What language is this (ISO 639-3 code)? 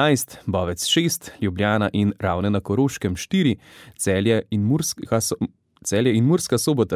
slv